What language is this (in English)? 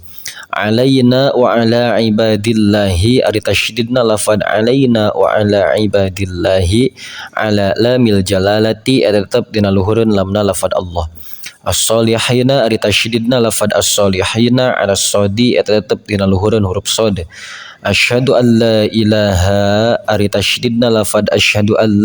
Sundanese